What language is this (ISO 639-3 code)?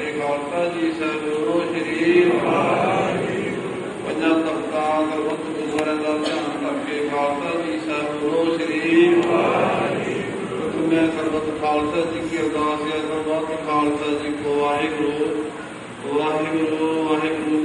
pan